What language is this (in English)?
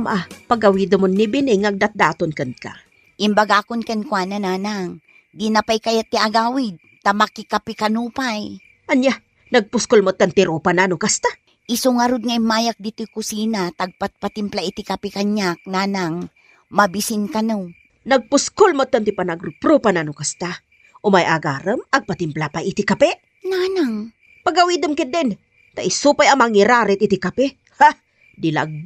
Iloko